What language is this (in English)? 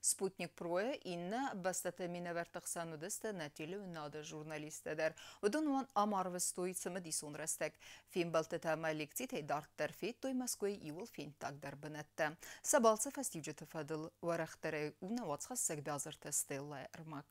Ossetic